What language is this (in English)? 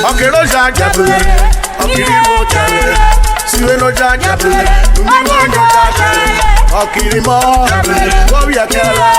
Urhobo